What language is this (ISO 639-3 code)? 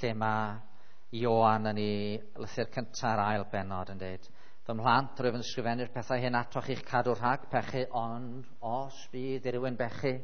cym